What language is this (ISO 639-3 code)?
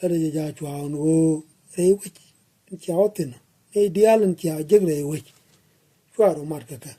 nus